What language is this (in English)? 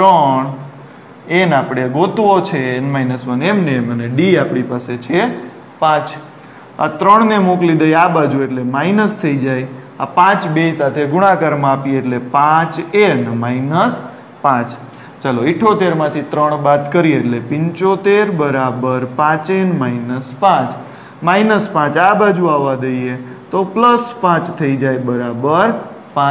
Gujarati